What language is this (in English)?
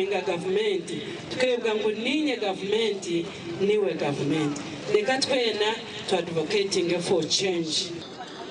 Nyankole